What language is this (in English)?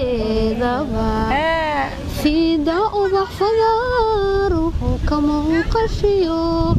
Somali